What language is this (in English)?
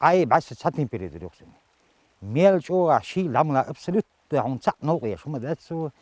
Chechen